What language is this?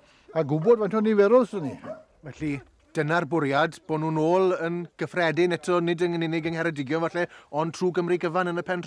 Welsh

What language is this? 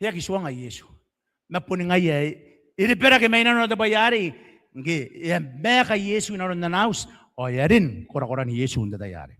Gilbertese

